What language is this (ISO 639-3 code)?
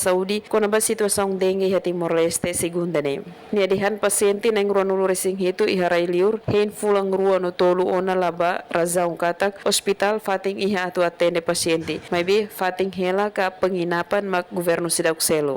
tet